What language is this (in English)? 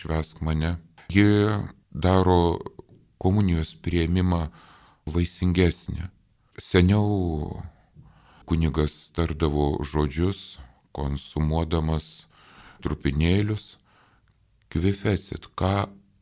Lithuanian